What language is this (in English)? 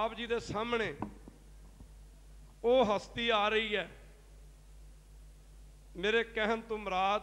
Punjabi